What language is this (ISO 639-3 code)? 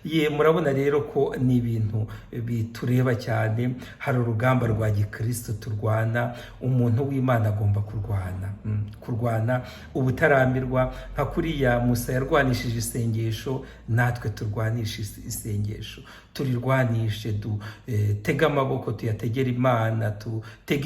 kin